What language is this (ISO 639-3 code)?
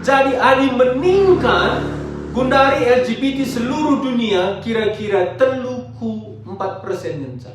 btx